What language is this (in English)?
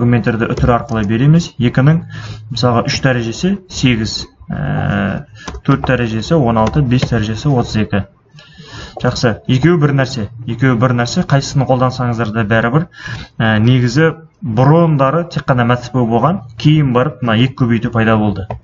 Kazakh